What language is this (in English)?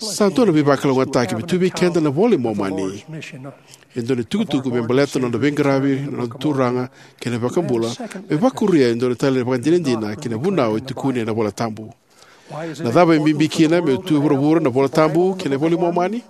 Fijian